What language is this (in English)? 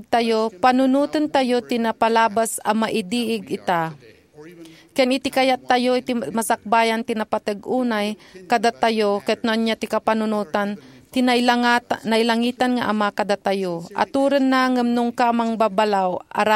Iloko